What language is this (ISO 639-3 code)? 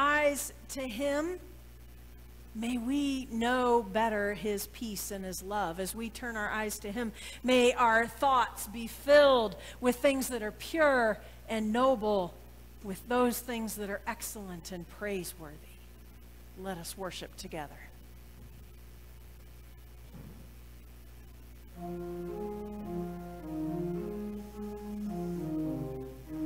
eng